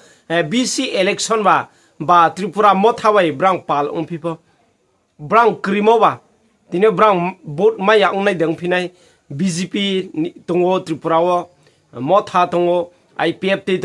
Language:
Riang (India)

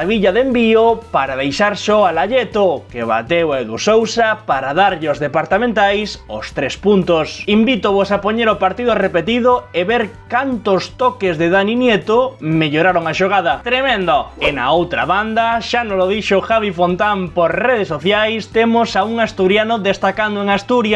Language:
Galician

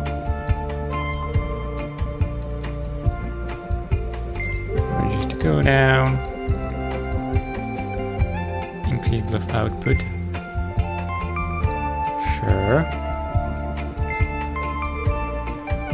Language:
English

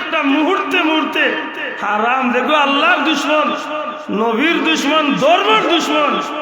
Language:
Sylheti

